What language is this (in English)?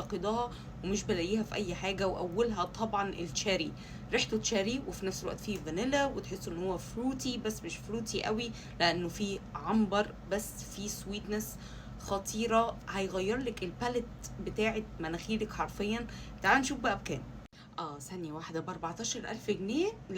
Egyptian Arabic